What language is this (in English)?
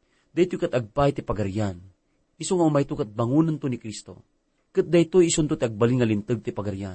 Iloko